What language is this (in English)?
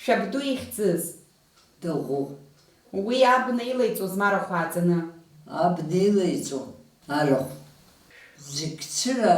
Abkhazian